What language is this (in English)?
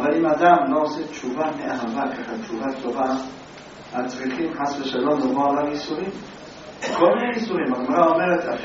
Hebrew